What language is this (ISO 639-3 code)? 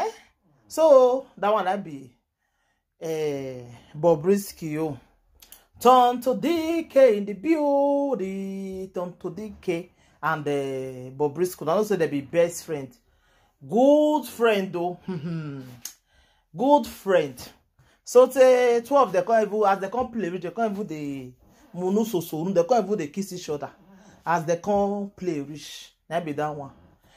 pcm